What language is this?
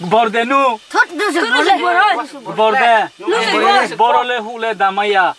Riang (India)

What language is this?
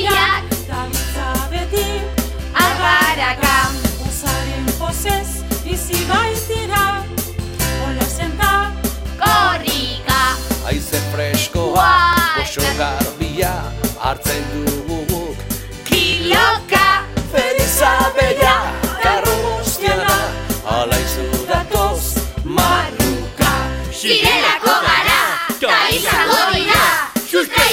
Basque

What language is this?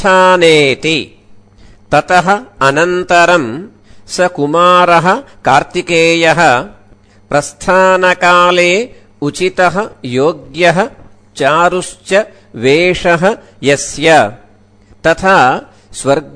Sanskrit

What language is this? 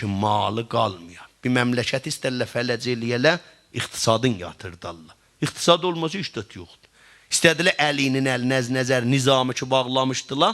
South Azerbaijani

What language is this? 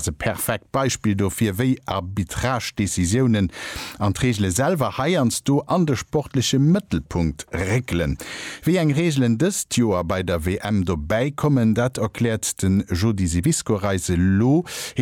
Luxembourgish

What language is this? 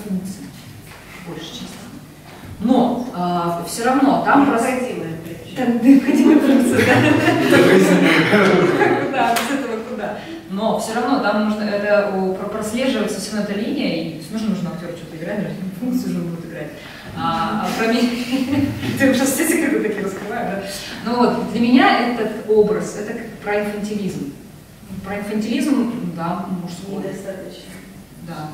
Russian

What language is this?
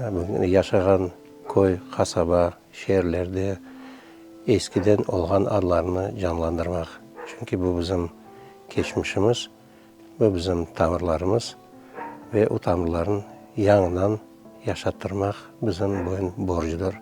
Crimean Tatar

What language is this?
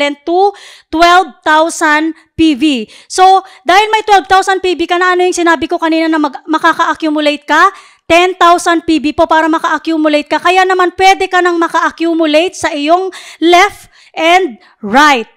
Filipino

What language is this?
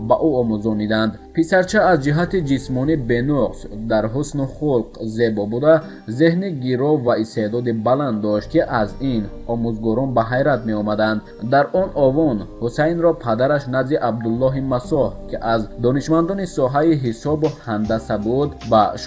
Tajik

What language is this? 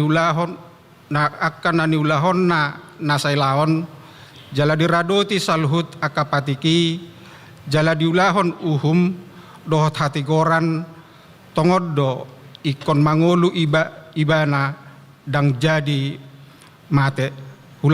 Batak Toba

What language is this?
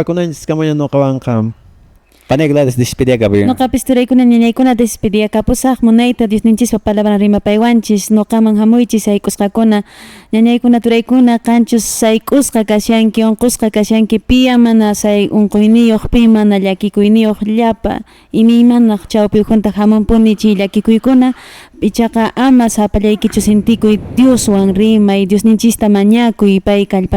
Quechua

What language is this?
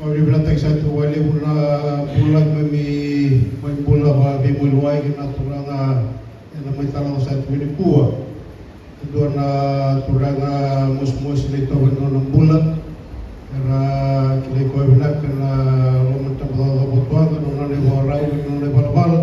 Fijian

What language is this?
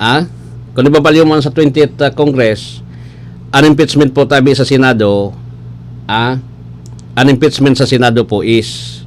Bikol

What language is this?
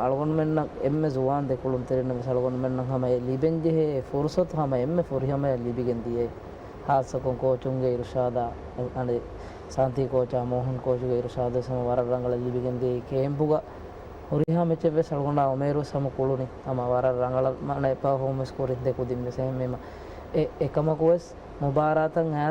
Divehi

